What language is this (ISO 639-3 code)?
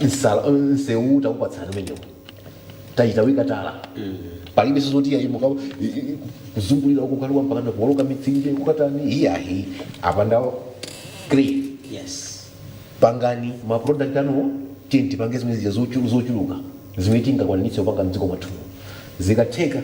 nya